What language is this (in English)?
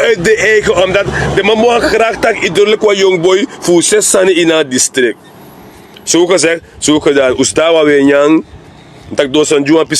Sranan Tongo